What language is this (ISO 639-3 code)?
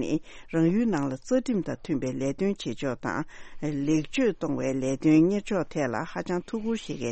bod